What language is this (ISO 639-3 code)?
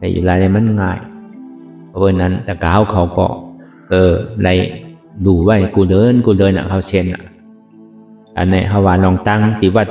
shn